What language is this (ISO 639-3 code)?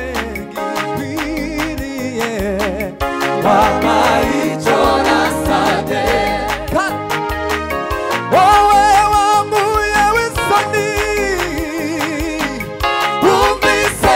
kin